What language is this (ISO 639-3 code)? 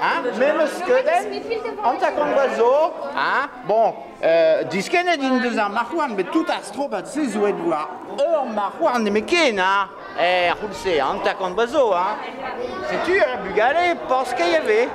bre